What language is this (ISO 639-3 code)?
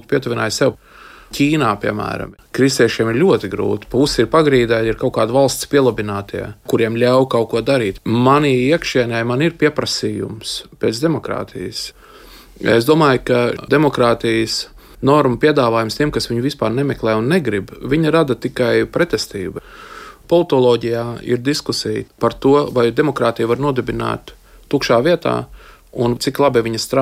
lav